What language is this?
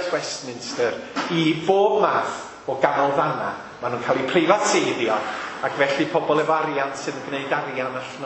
Welsh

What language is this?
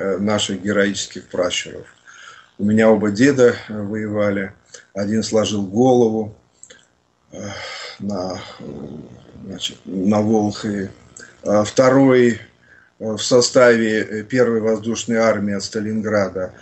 Russian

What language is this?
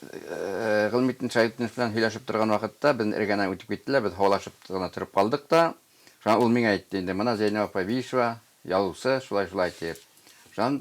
Bashkir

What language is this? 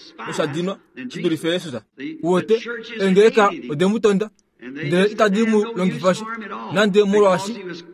Kuanyama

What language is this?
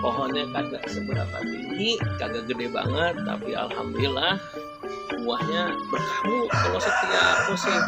Betawi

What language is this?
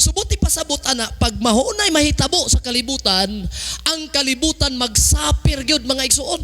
Cebuano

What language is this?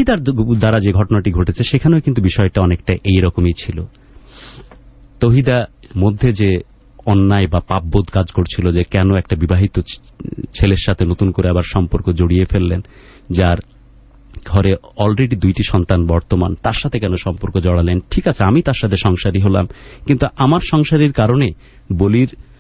Bangla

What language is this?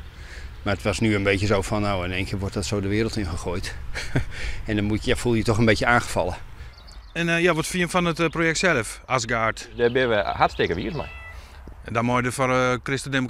Western Frisian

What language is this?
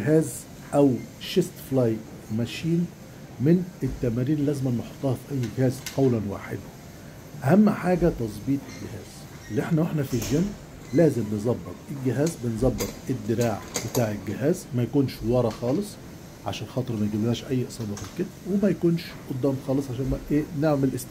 Egyptian Arabic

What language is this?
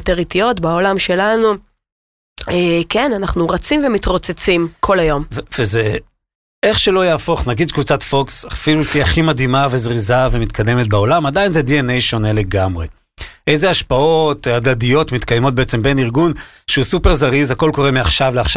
Hebrew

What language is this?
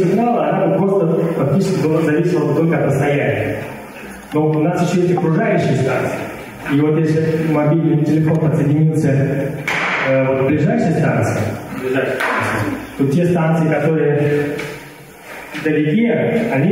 Russian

